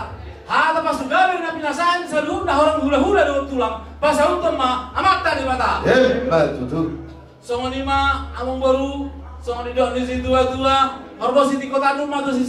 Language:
Batak Toba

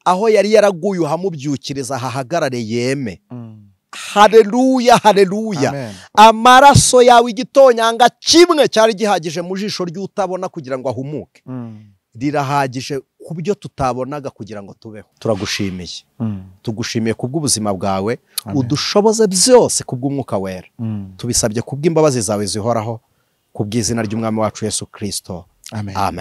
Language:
Kinyarwanda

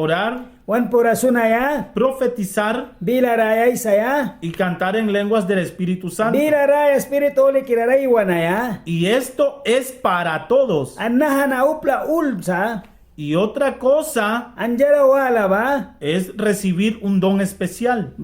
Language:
Mískito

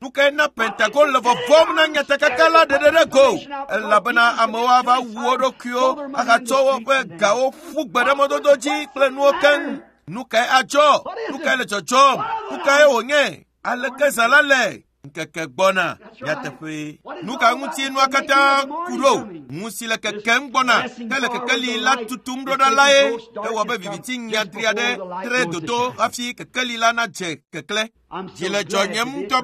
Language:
Ewe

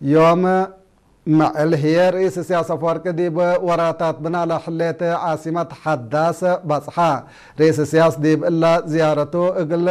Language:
Tigre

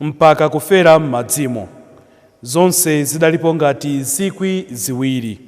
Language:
Nyanja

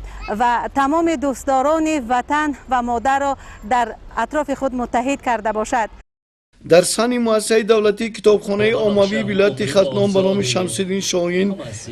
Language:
Tajik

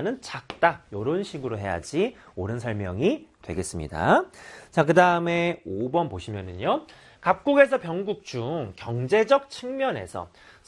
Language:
Korean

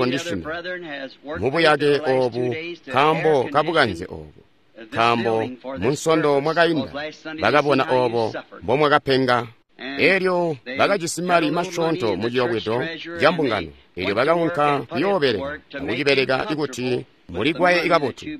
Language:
Tonga (Zambia)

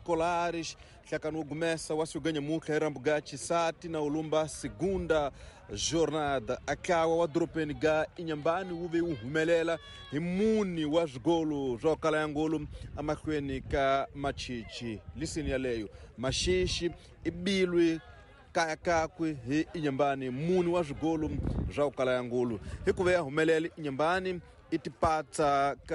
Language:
Tsonga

